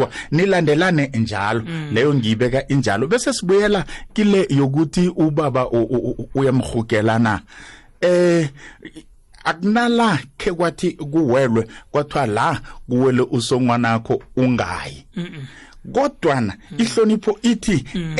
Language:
South Ndebele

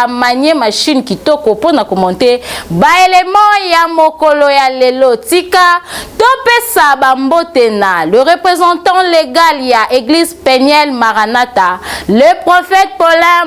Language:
Lingala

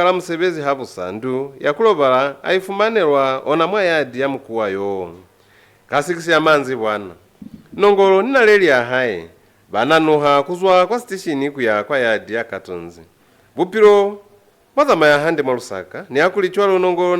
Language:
Lozi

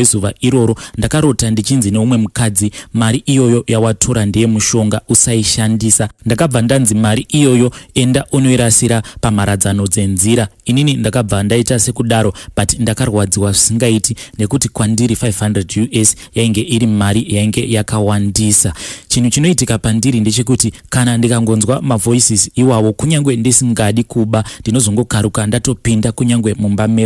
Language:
Shona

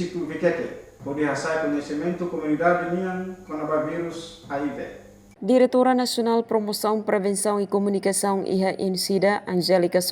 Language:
Tetum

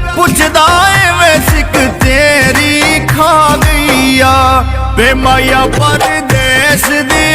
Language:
Pahari-Potwari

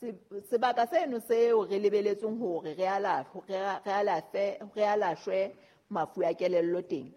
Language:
Southern Sotho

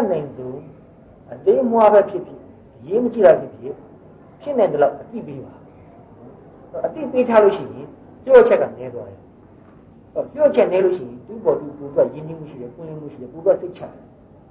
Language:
Burmese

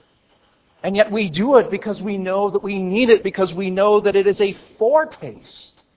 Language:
English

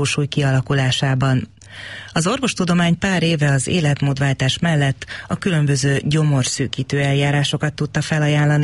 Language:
Hungarian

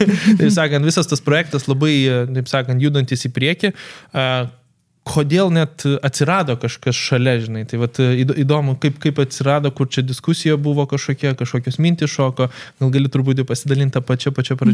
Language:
Lithuanian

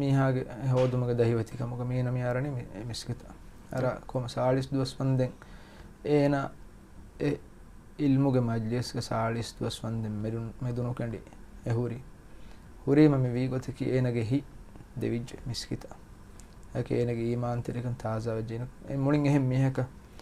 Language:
Divehi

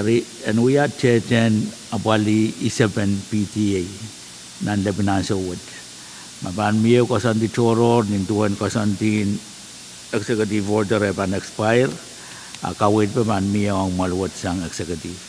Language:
Pohnpeian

